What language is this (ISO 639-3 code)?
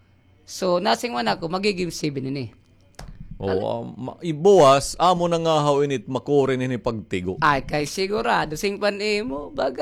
war